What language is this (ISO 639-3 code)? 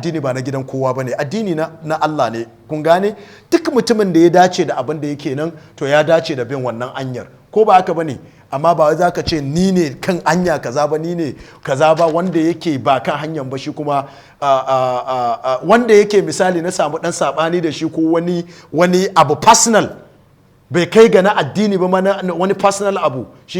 hau